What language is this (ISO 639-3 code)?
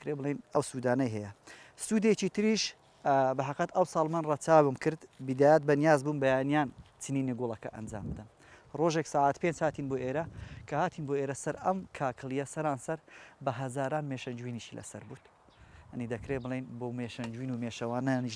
ckb